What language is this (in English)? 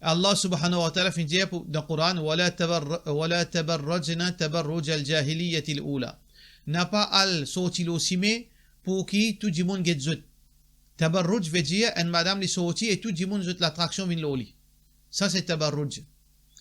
Morisyen